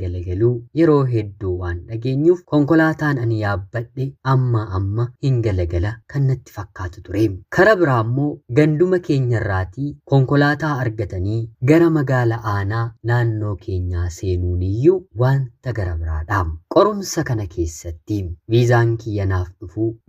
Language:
Oromo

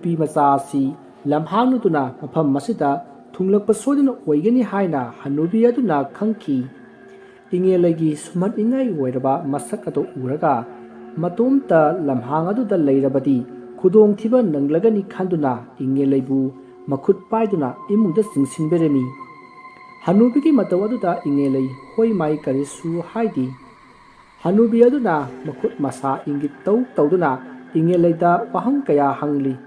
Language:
Manipuri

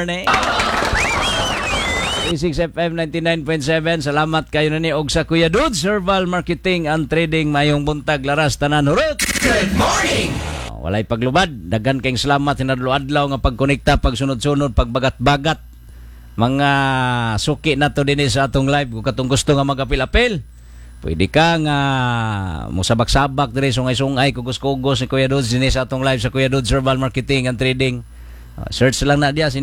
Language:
Cebuano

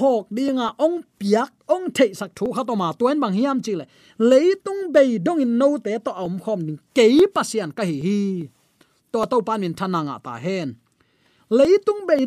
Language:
Tedim Chin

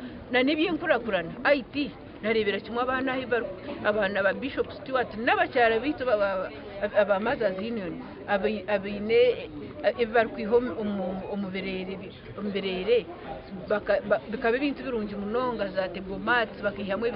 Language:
Nyankole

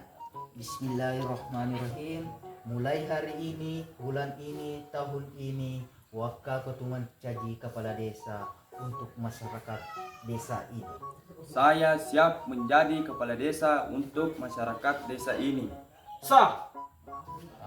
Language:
Buginese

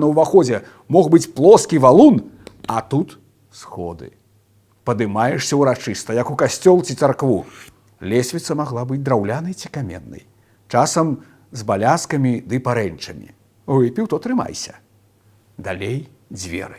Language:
Belarusian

